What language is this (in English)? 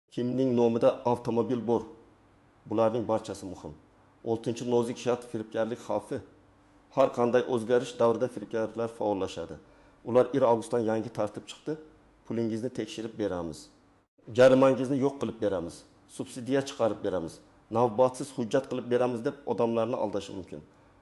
Uzbek